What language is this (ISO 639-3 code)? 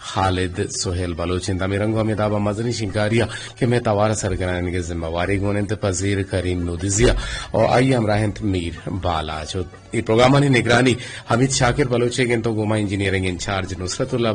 bgp